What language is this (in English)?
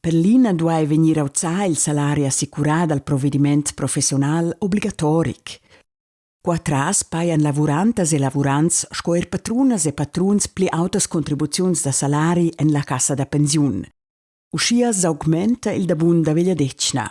Romansh